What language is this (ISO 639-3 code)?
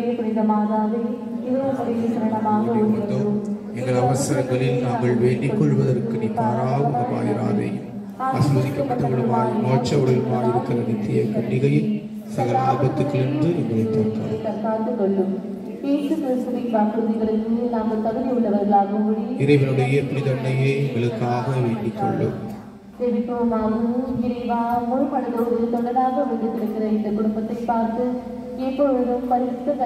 tam